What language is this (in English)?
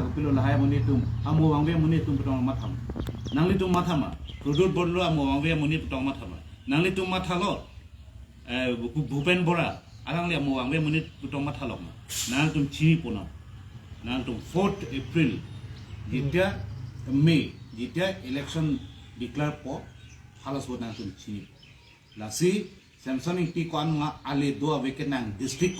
Karbi